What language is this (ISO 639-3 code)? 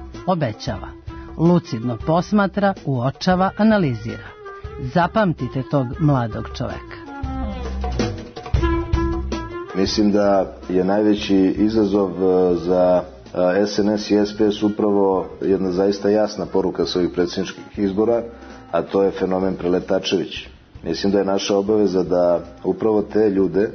srp